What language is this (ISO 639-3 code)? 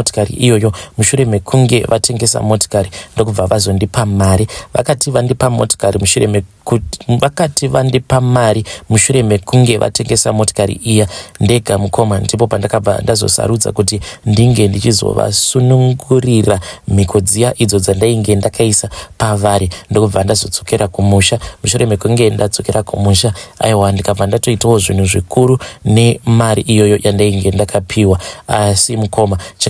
sna